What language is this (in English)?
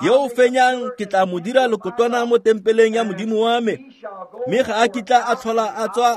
Tswana